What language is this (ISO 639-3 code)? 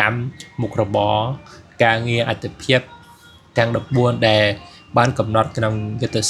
khm